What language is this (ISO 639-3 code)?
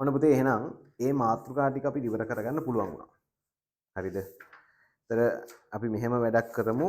sin